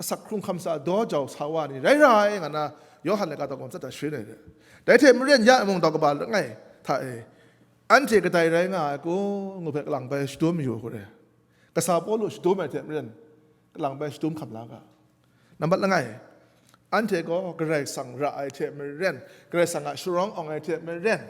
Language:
Kachin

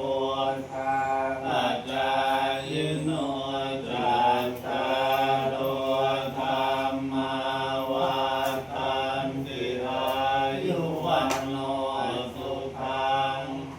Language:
Pali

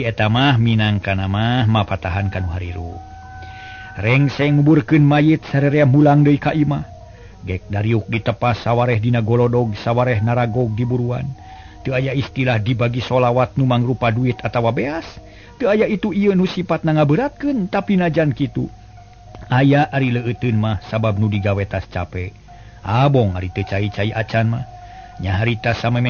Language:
Sundanese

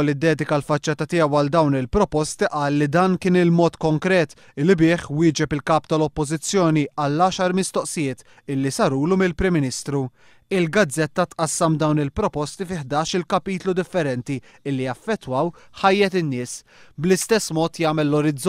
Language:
Maltese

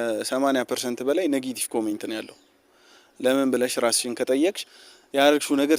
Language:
Amharic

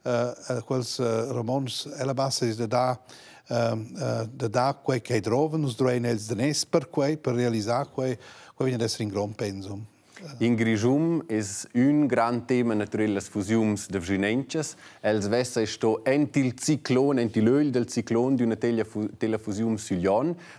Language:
Romansh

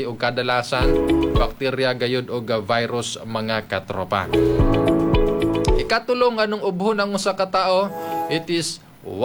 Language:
Cebuano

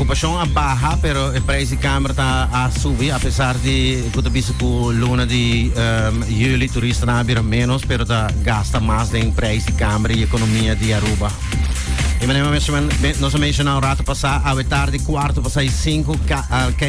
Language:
Papiamento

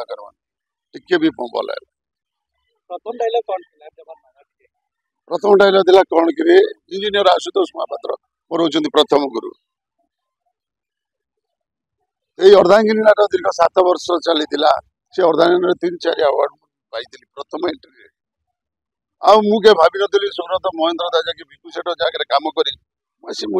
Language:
Odia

